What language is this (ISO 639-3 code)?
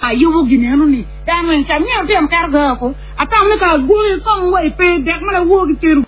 ach